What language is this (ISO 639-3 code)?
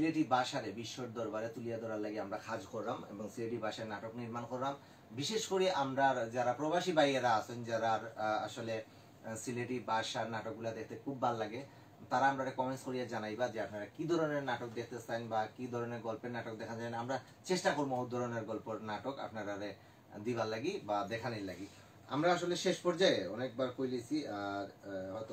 syl